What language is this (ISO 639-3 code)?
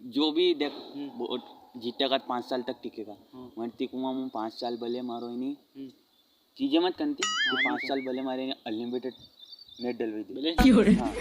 raj